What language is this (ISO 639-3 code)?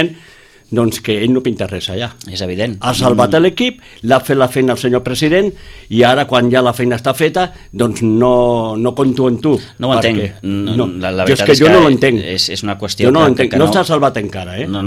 cat